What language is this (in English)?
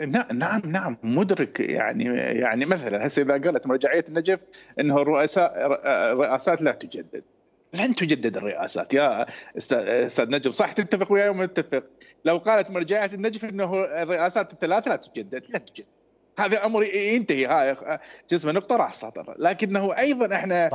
Mesopotamian Arabic